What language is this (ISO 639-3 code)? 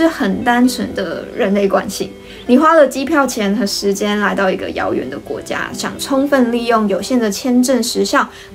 zho